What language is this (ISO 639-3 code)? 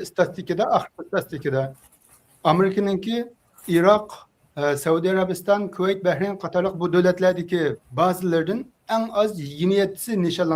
uig